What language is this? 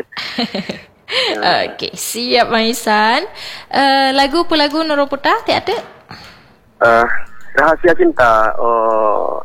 Malay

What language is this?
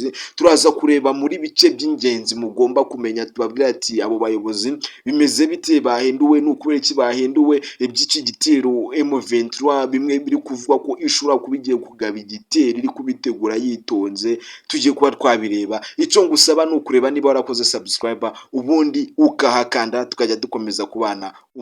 Kinyarwanda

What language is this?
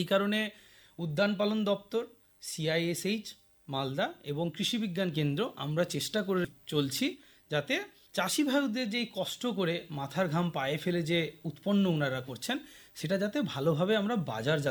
Bangla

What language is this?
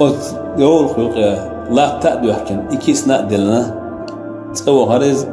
Chechen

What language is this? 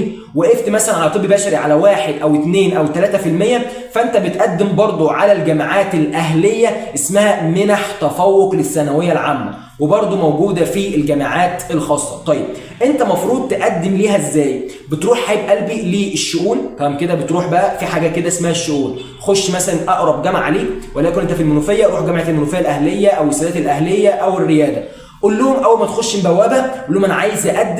Egyptian Arabic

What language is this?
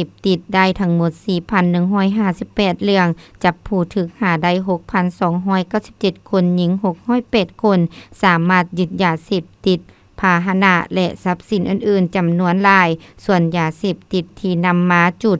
Lao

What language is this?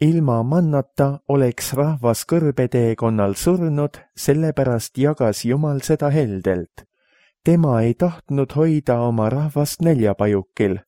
Estonian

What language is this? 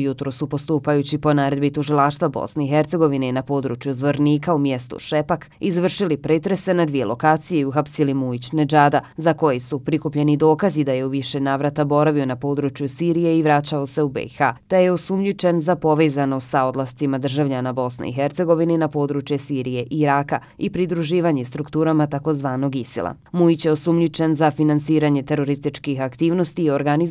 Bosnian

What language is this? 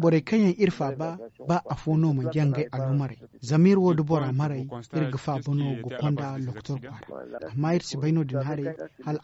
Zarma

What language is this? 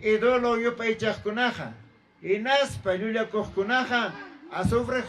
Ayacucho Quechua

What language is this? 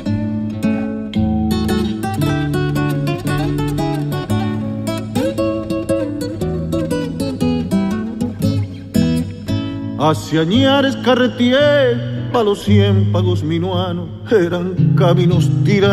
Spanish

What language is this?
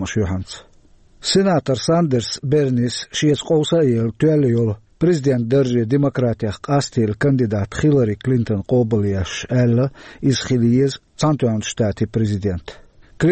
Chechen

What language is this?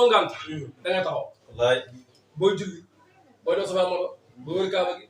Wolof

